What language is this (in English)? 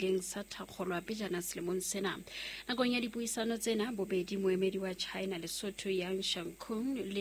Southern Sotho